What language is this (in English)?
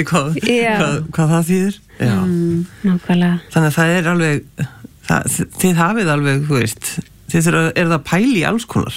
Icelandic